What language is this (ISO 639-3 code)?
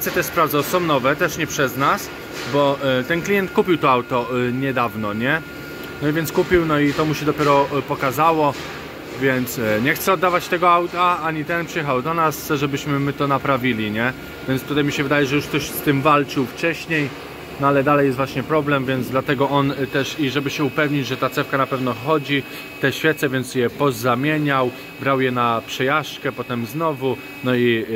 pol